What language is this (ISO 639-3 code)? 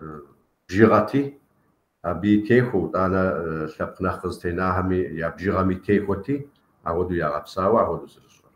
kbd